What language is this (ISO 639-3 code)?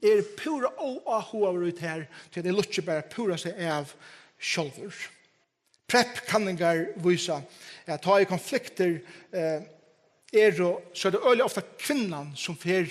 fao